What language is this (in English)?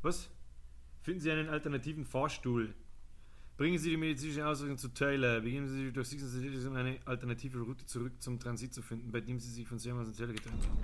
Bavarian